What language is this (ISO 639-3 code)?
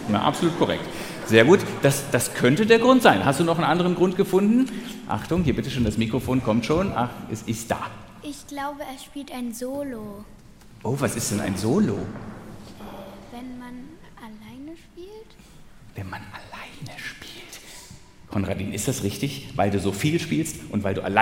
deu